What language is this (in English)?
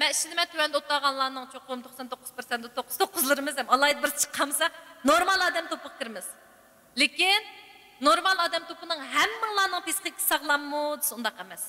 Uyghur